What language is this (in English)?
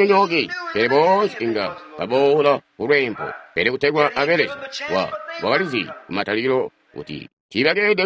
Tonga (Zambia)